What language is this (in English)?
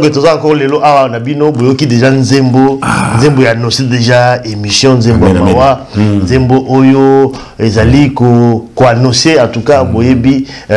Lingala